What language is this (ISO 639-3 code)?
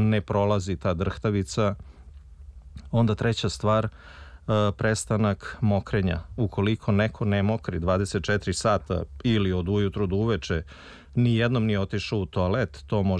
srp